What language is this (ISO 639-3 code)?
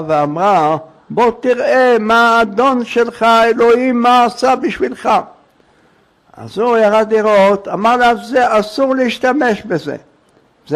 heb